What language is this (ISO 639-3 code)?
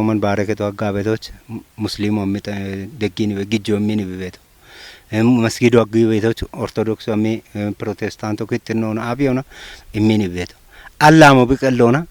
kbr